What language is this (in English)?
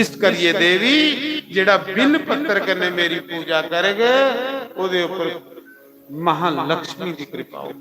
Dogri